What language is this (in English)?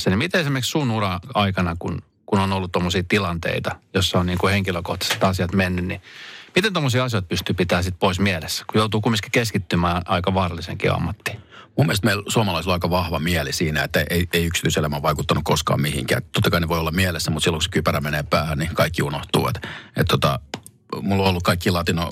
Finnish